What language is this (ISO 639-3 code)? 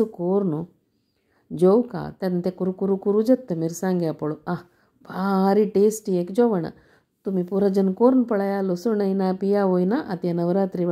kok